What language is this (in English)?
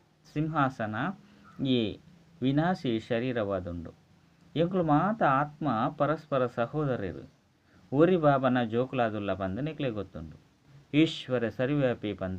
Tulu